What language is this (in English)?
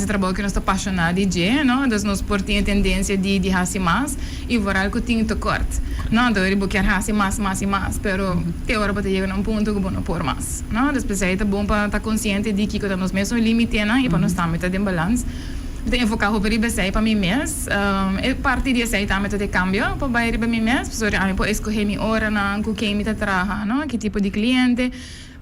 Papiamento